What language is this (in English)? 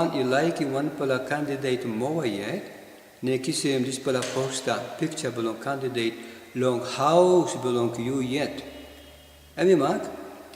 Tok Pisin